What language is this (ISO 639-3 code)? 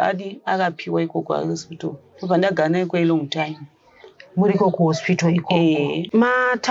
sna